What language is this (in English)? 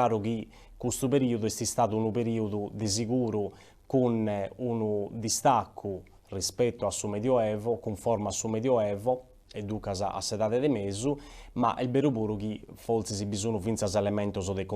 Sardinian